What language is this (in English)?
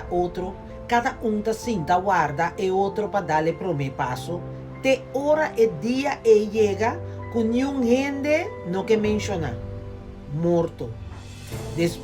Papiamento